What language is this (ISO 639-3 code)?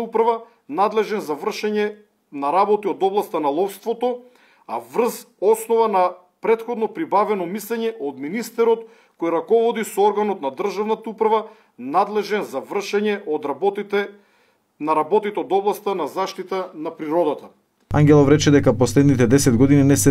mkd